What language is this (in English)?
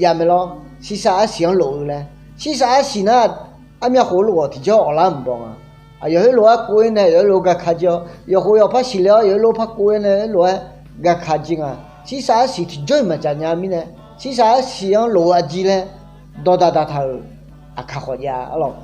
Akha